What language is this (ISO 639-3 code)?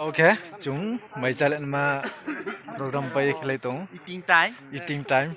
ria